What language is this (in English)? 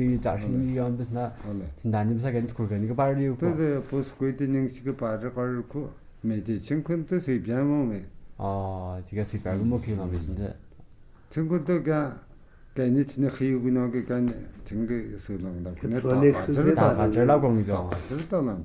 Tu